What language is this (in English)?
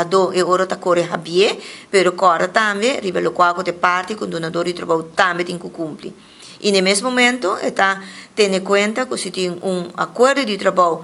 Papiamento